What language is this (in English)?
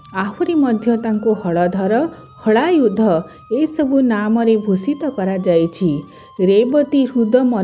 Odia